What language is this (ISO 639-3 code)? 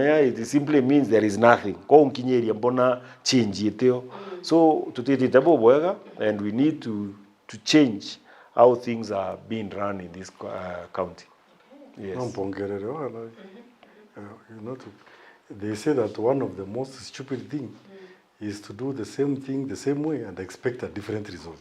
mer